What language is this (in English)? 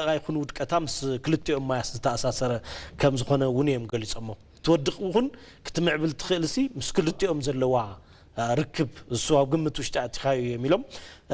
Tigrinya